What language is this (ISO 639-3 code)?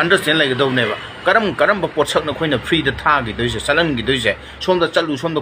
mni